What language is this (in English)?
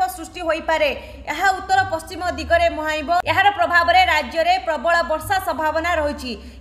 Odia